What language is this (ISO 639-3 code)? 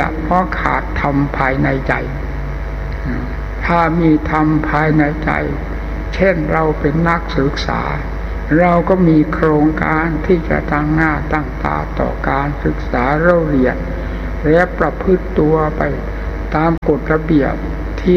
tha